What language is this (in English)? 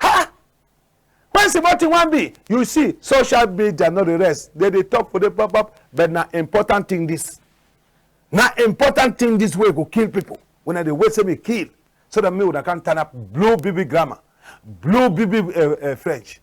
Cameroon Pidgin